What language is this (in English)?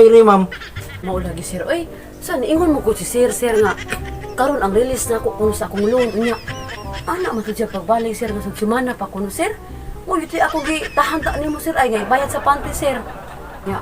Cebuano